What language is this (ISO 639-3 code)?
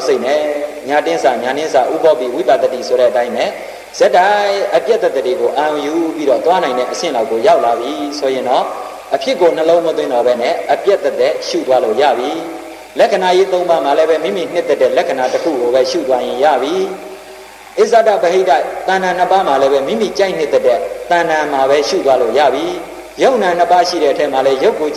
mya